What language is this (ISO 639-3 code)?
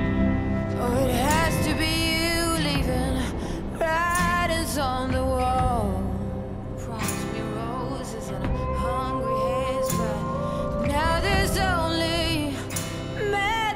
eng